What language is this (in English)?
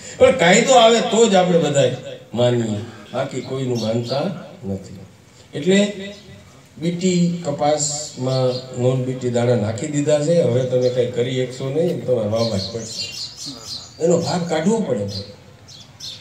Gujarati